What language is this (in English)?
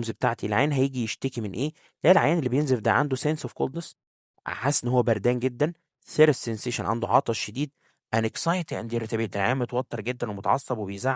Egyptian Arabic